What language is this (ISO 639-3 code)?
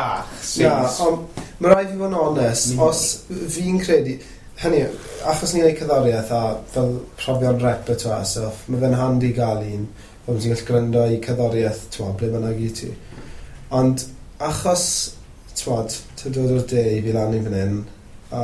cym